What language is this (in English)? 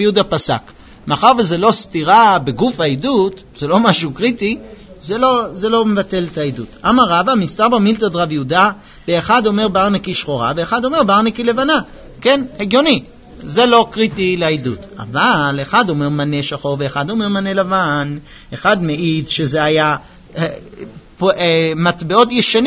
Hebrew